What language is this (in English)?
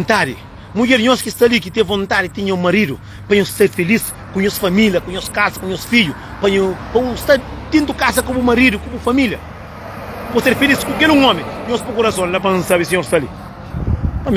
Kabuverdianu